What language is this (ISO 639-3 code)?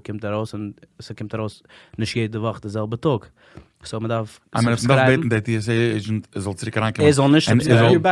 yid